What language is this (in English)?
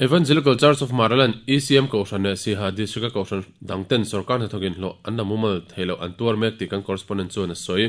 Mizo